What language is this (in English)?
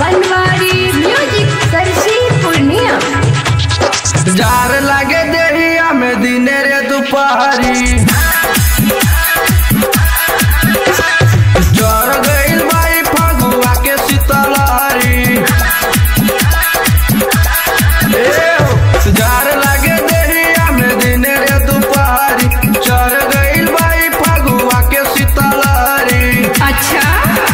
Bhojpuri